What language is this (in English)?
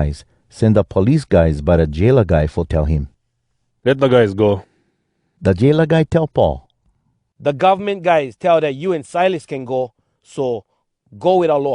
Hawai'i Creole English